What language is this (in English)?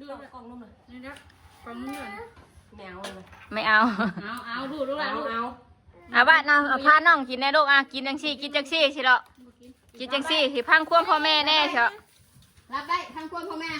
Northeastern Thai